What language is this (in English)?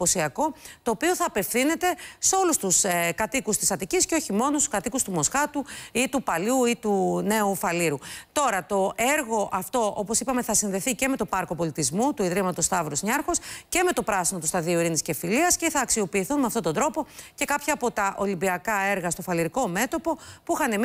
Greek